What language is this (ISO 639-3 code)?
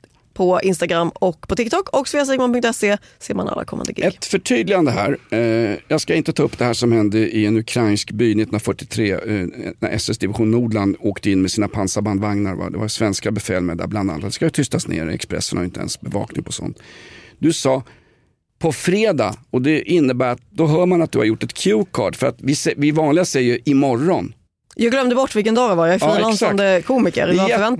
swe